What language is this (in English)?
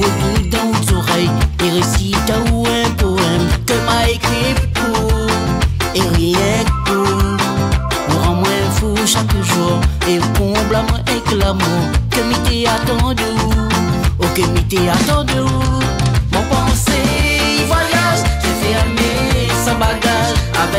Réunion Creole French